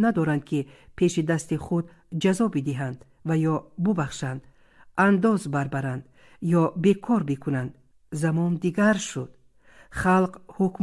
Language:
Tajik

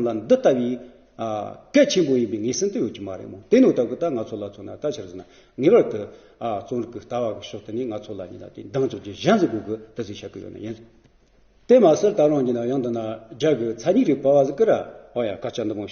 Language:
Amdo Tibetan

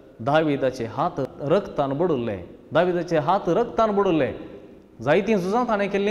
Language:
Konkani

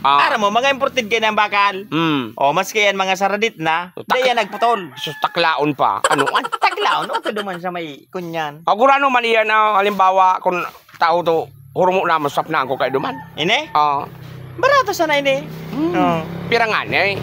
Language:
Bikol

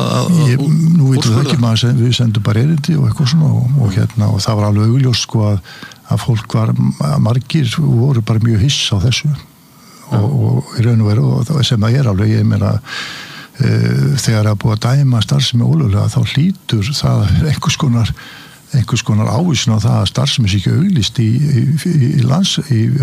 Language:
Icelandic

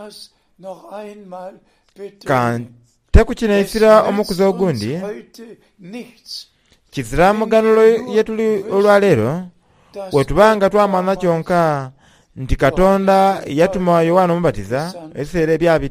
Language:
Soga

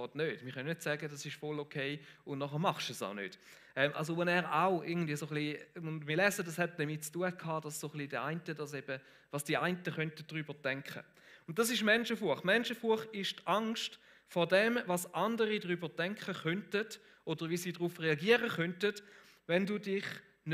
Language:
Swiss German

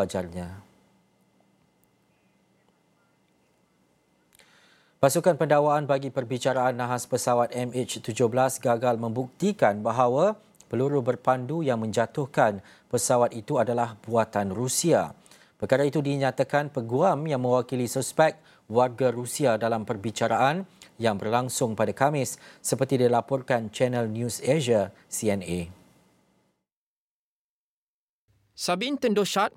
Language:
Malay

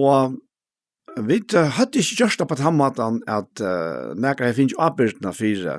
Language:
Faroese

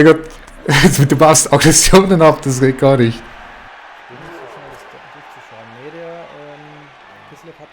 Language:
Swiss German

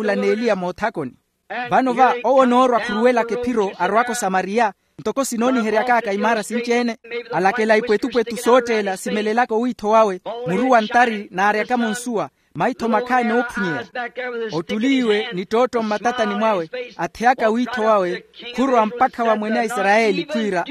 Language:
Makhuwa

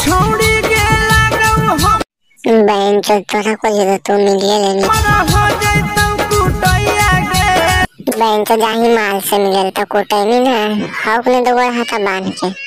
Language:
Magahi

